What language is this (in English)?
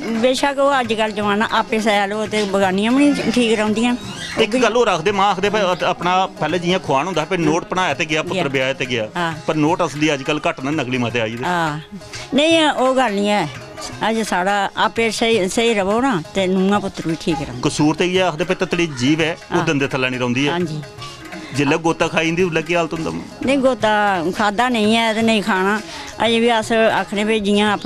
Dogri